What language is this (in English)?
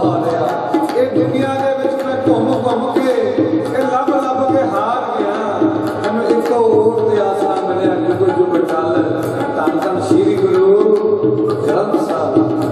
Punjabi